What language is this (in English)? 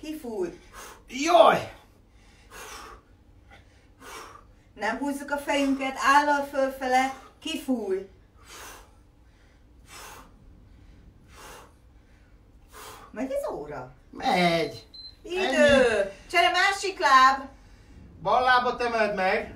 Hungarian